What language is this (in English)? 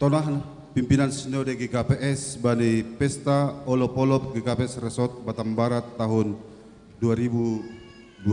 Batak Simalungun